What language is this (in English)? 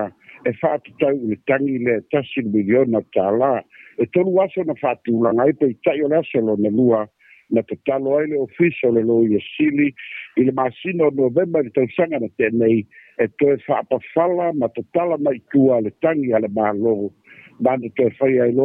Samoan